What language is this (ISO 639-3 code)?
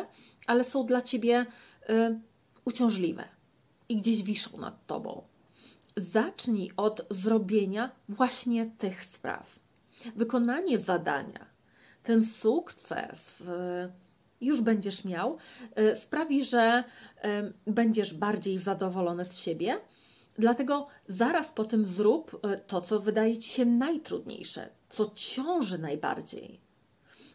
pol